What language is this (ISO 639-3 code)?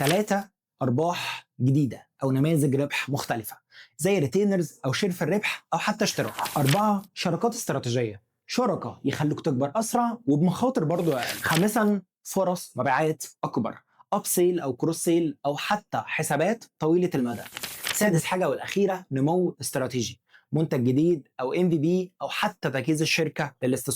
arz